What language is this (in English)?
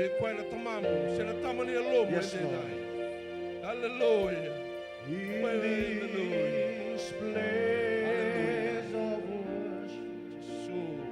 Fijian